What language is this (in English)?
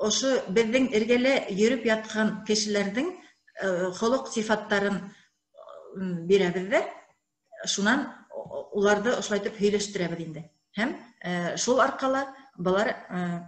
Bashkir